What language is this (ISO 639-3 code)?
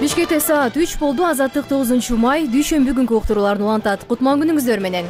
kir